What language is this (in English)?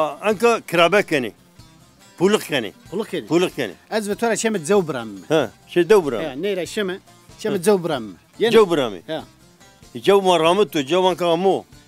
Zaza